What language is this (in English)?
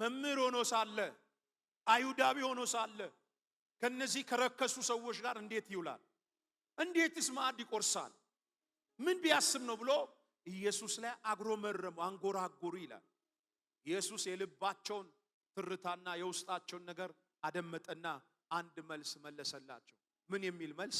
Amharic